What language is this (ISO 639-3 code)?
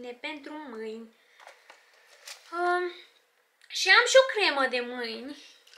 ron